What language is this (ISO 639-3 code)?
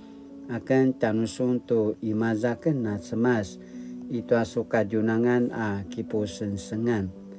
pwn